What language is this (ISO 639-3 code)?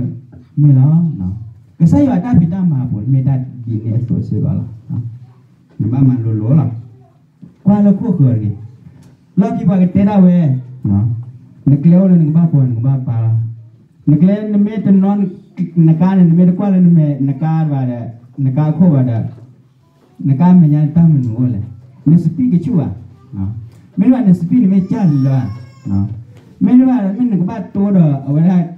ksw